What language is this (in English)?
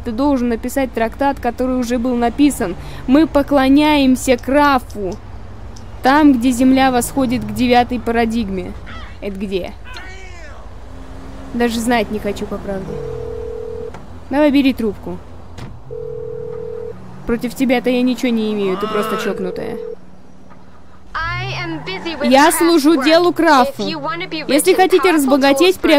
Russian